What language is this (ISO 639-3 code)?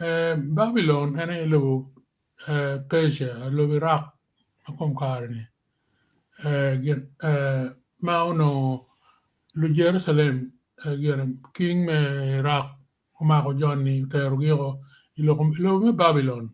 ach